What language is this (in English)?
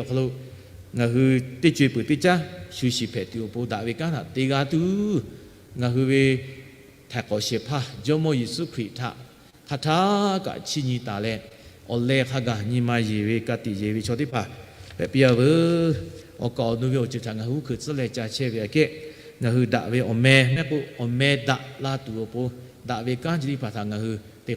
Lahu